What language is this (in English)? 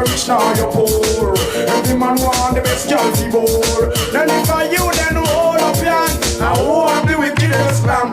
Jamaican Creole English